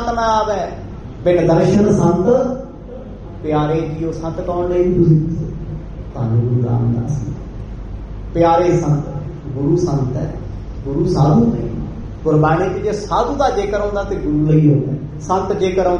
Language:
Punjabi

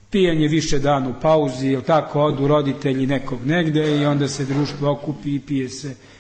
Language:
Serbian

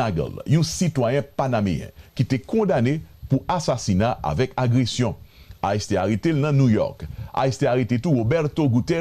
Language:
Haitian Creole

